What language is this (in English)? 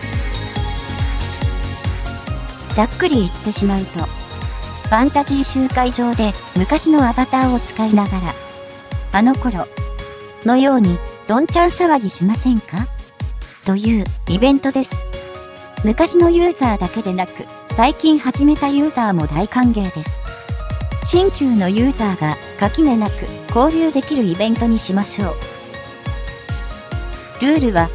Japanese